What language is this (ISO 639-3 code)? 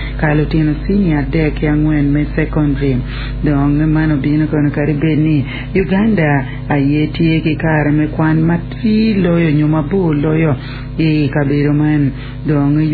ach